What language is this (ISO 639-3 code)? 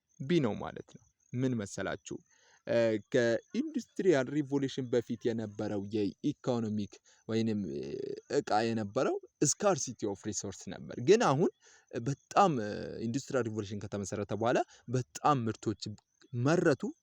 amh